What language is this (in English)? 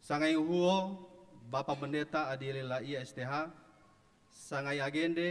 Nias